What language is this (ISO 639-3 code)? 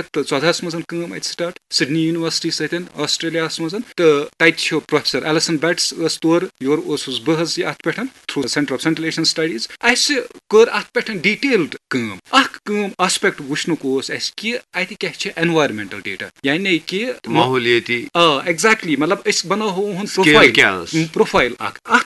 kas